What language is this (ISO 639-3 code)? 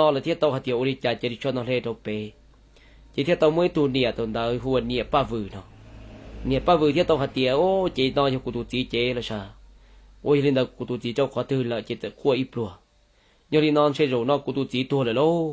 hmn